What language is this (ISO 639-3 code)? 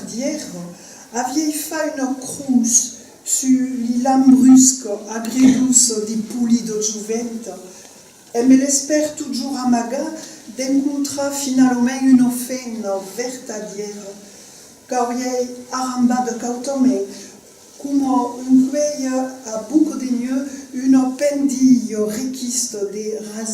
oci